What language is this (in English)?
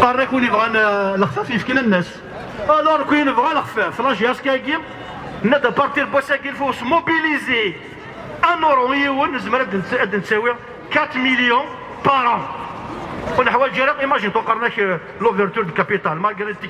Kabyle